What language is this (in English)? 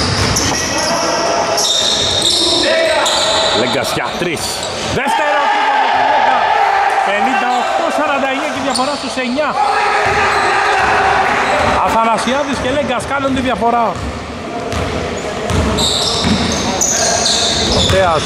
Greek